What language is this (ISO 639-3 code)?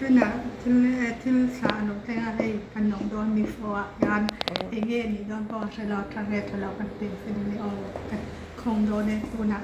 lus